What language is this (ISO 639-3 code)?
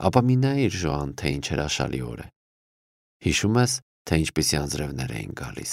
hye